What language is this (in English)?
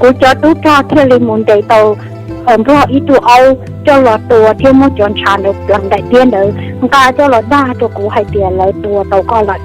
Hmong